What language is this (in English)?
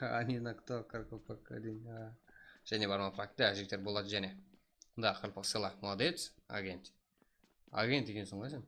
Kara-Kalpak